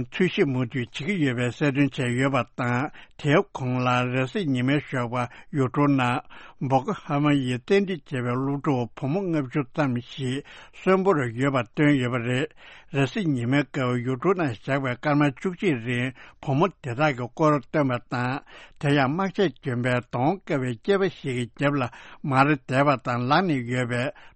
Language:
Tibetan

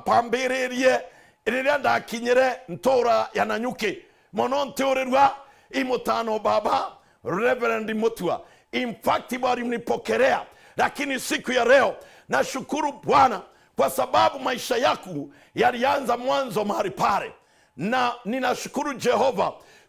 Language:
Meru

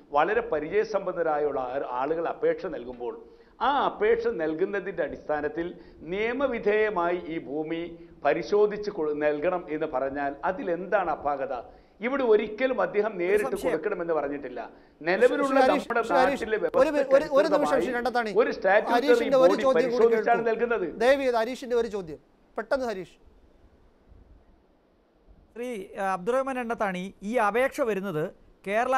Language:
Malayalam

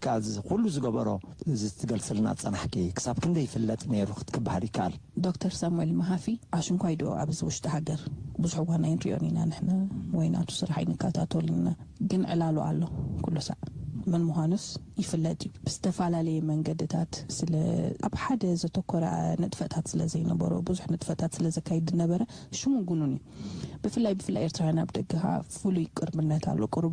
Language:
Tigrinya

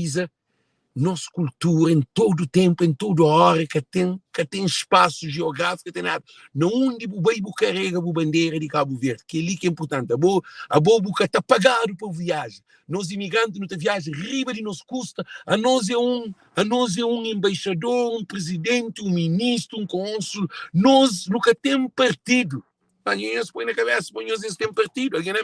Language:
Kabuverdianu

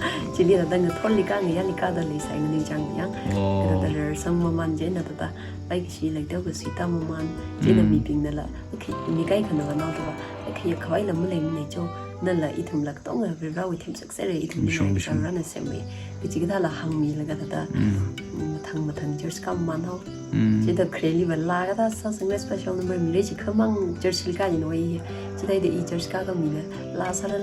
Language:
Tangkhul Naga (India)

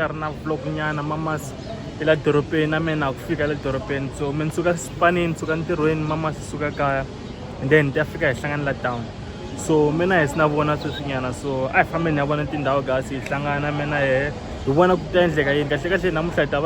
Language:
Tsonga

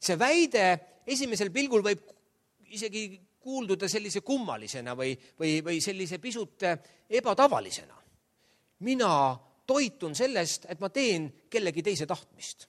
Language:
Estonian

